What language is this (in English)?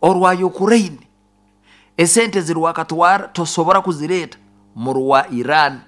Nyoro